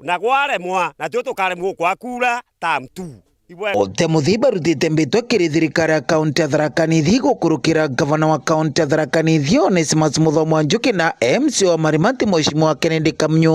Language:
Meru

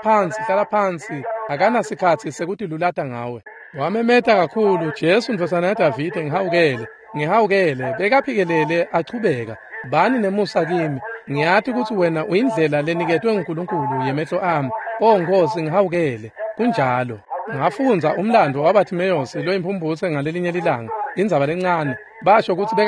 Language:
Swati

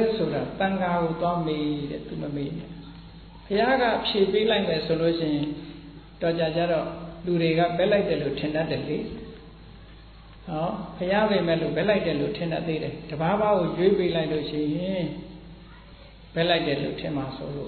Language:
Burmese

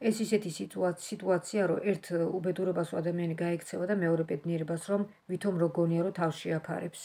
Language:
Georgian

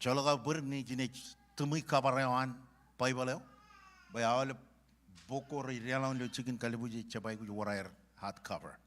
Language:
Marshallese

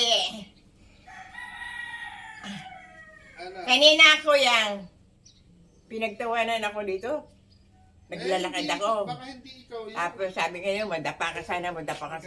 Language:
Filipino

